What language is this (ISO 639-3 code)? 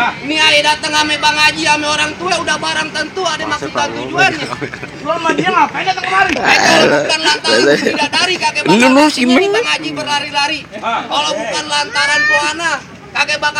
bew